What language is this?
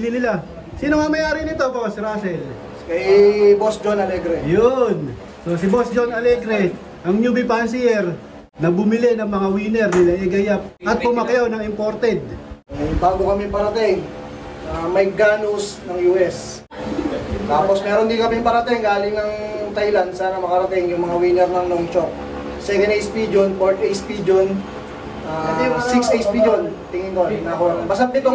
Filipino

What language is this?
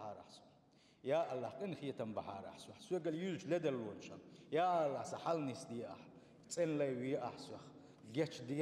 Chechen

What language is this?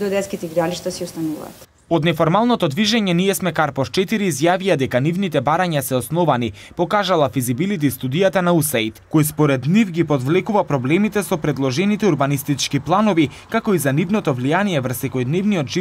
Macedonian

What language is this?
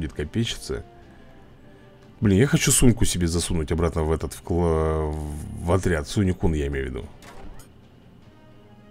Russian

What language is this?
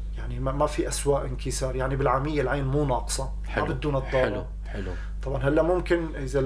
North Levantine Arabic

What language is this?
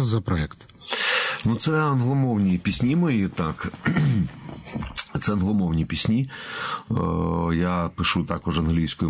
Ukrainian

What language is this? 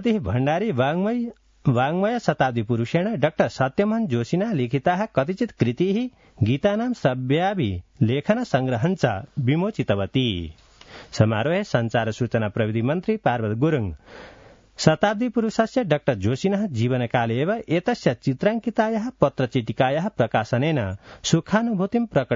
Sanskrit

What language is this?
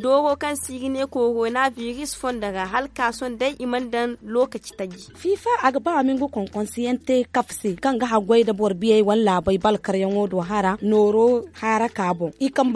Zarma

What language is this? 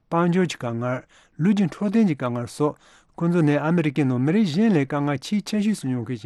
Tibetan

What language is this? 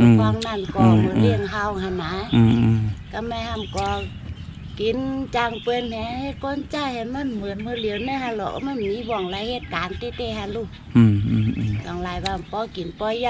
Shan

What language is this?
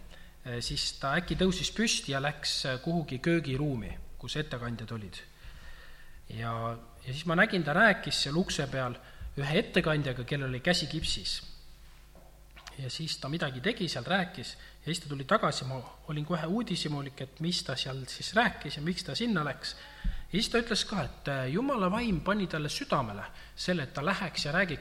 Estonian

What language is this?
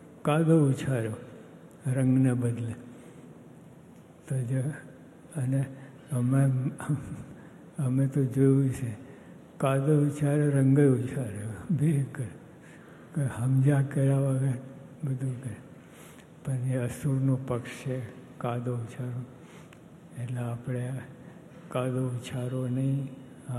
Gujarati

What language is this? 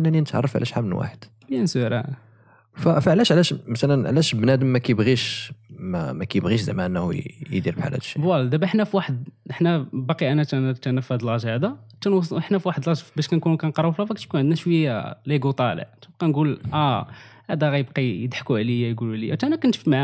Moroccan Arabic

